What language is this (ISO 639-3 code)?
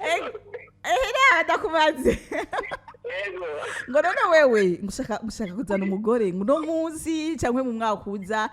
run